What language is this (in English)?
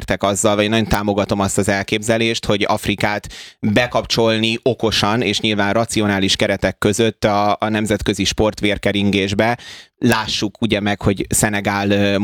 Hungarian